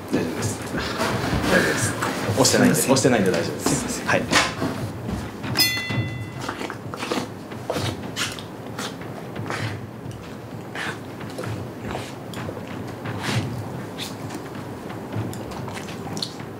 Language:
Japanese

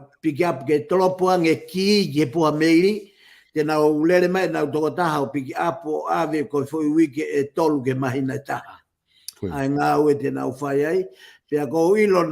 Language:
Tongan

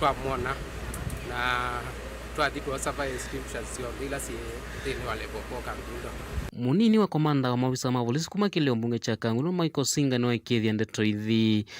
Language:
Kamba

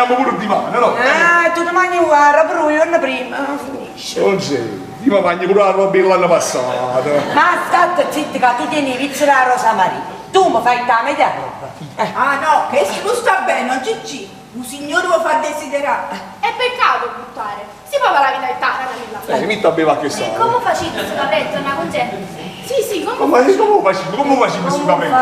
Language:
Neapolitan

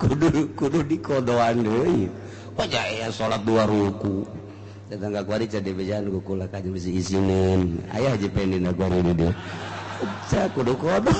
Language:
Sundanese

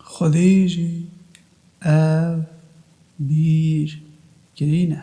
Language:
Kurdish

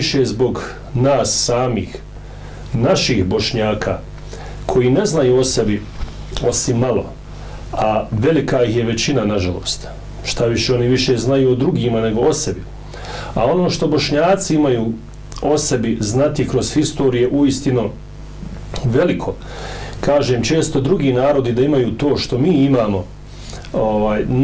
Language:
Bosnian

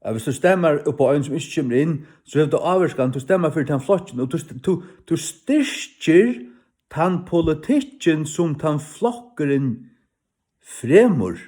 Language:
Faroese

